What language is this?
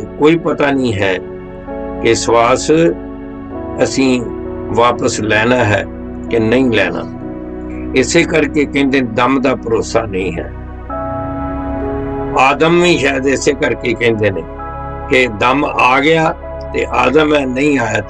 Punjabi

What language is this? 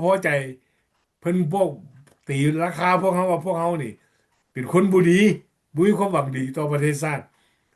Lao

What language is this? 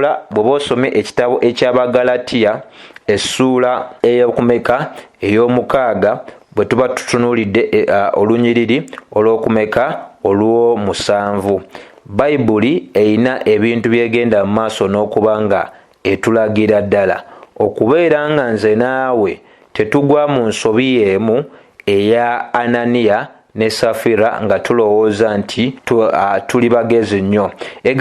Ganda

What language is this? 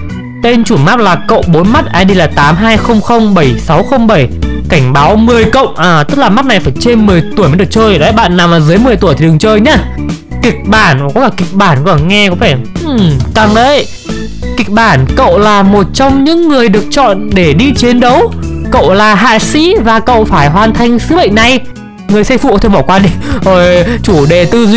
Vietnamese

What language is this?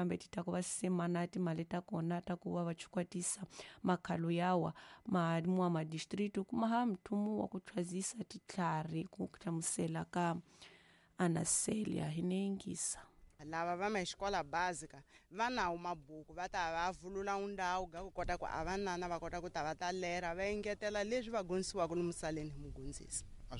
Tsonga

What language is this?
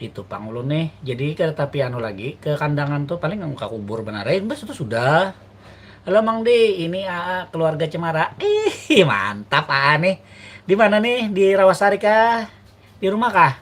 Banjar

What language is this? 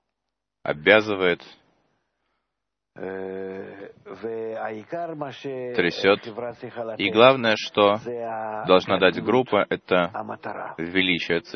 Russian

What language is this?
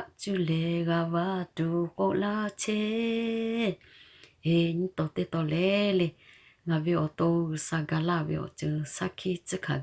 Lahu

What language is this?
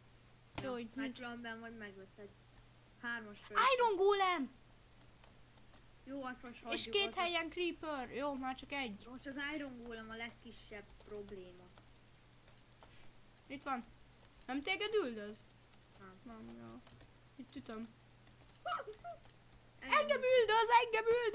Hungarian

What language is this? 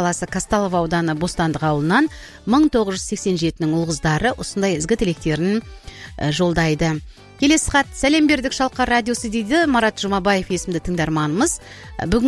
Kazakh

